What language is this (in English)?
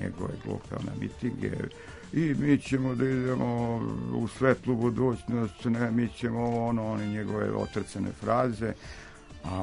Serbian